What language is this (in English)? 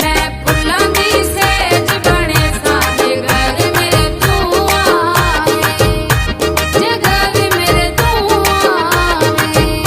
Pahari-Potwari